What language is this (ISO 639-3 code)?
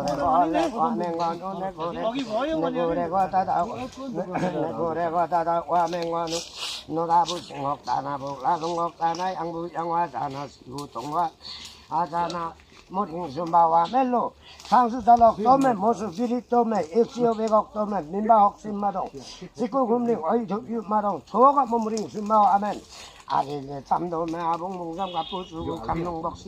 lif